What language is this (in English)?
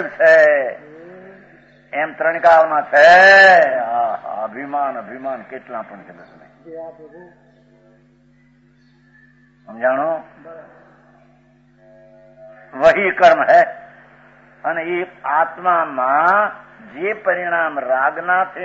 Gujarati